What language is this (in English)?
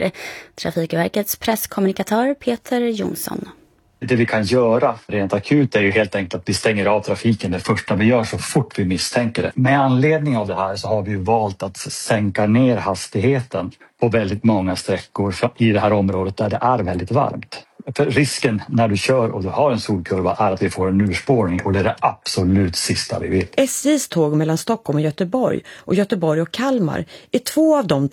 Swedish